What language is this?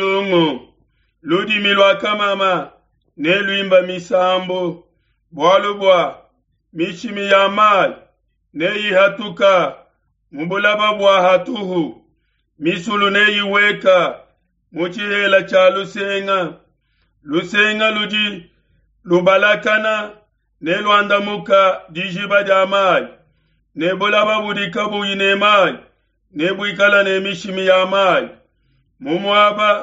Luba-Lulua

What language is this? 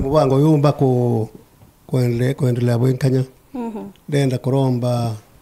Meru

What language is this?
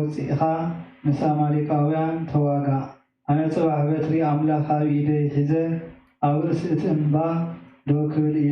Tigrinya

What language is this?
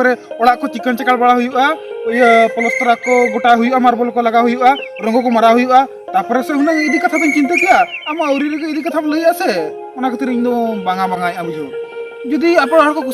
Santali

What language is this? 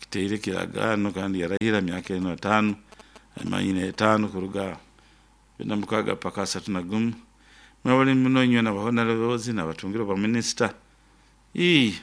Nyoro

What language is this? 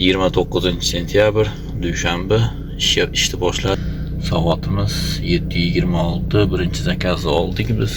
Uzbek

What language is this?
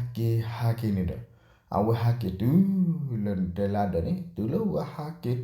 S'gaw Karen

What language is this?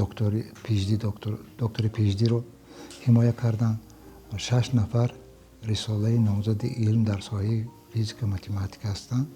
Tajik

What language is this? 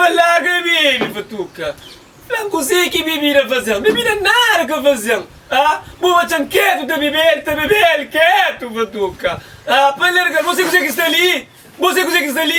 Kabuverdianu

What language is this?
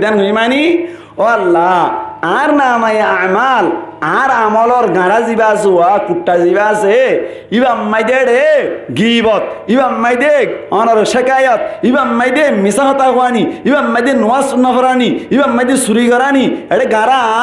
Rohingya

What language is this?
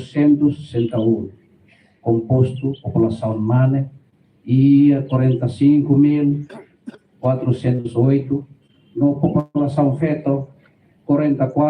Tetum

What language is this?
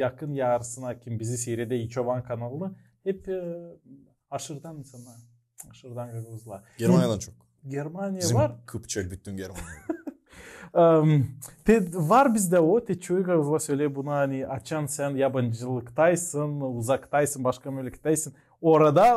Gagauz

